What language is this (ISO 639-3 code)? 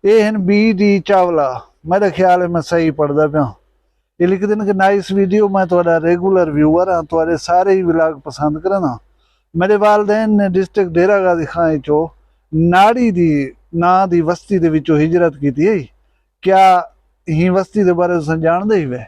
skr